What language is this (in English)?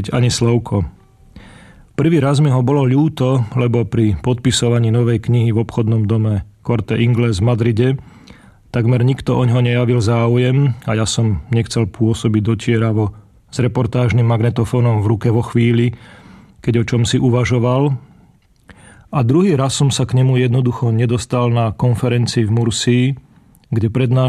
Slovak